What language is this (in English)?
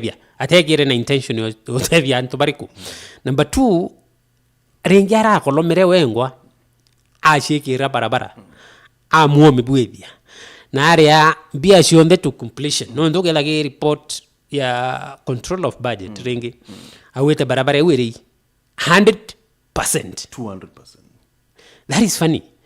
Meru